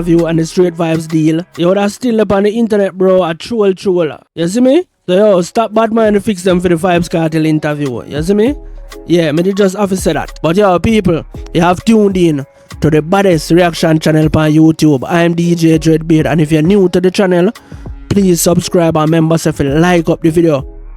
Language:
Jamaican Creole English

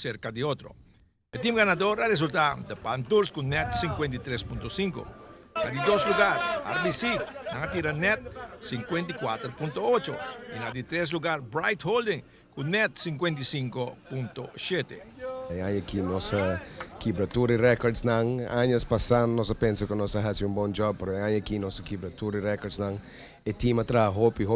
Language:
Papiamento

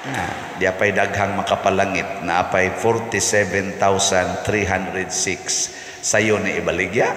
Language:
Cebuano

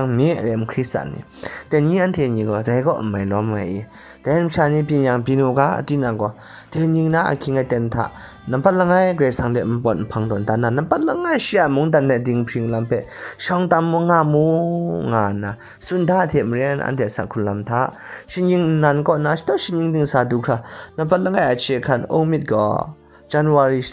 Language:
Kachin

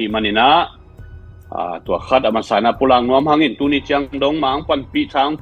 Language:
Tedim Chin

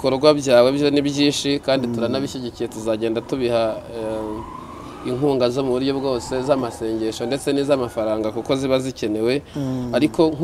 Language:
Kinyarwanda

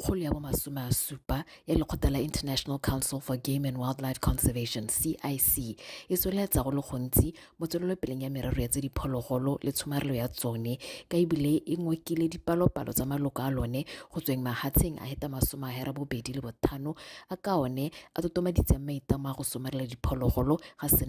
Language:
Tswana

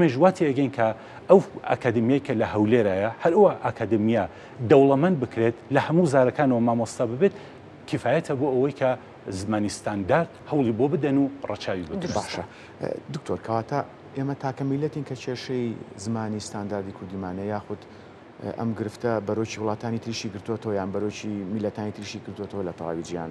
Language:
Central Kurdish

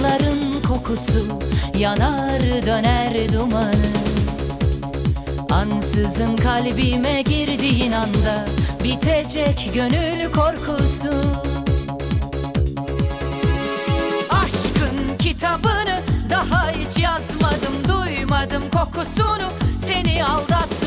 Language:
Turkish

